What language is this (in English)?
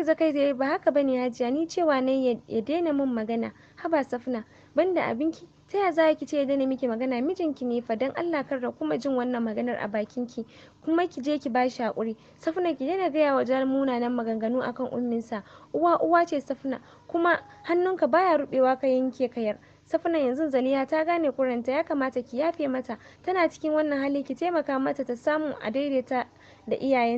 Hausa